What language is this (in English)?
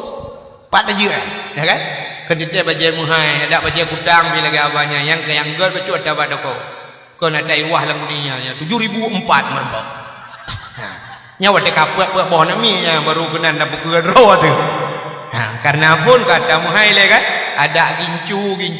Achinese